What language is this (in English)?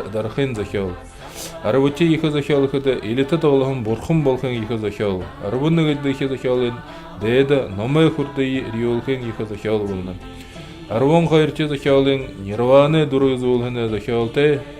Buriat